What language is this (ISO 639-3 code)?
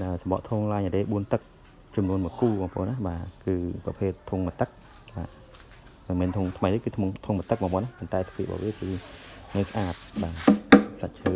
khm